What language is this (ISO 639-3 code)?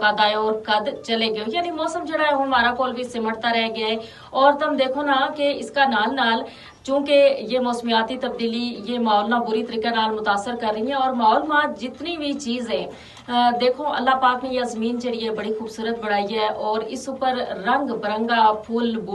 gju